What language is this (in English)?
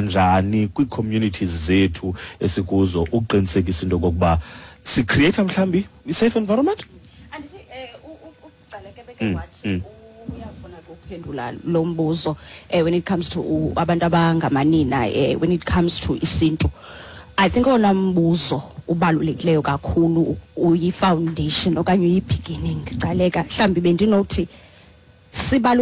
Xhosa